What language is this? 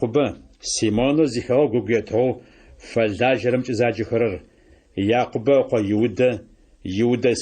Adyghe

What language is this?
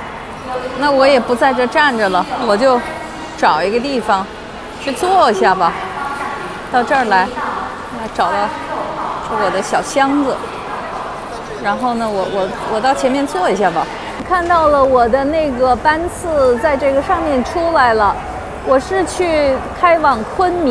Chinese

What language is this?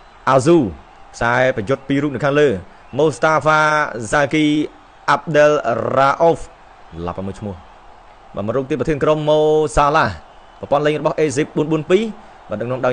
Khmer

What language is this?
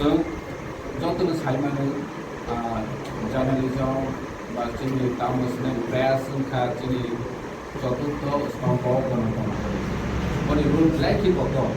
Kok Borok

